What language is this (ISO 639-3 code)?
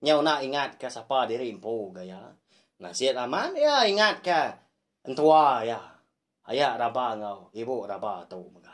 iba